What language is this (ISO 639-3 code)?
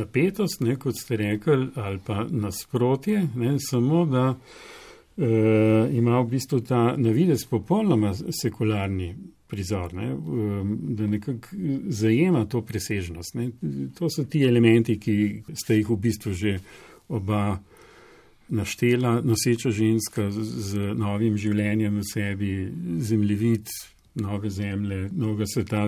slv